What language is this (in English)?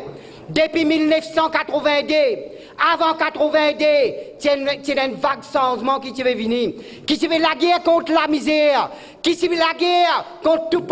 Morisyen